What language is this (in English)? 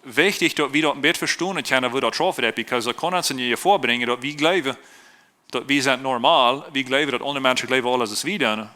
Plautdietsch